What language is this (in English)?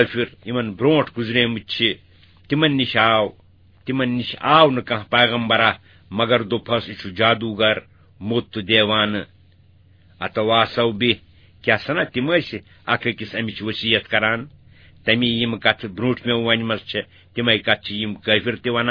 Kashmiri